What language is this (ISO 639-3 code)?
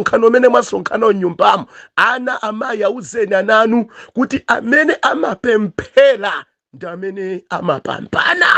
nya